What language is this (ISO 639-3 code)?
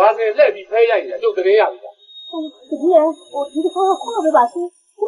mya